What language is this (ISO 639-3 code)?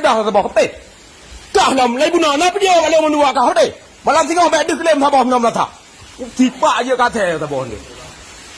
ace